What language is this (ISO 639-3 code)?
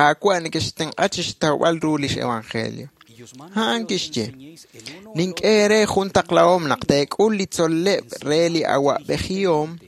kek